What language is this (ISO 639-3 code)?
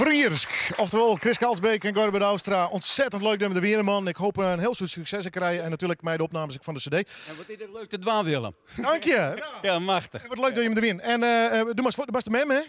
fry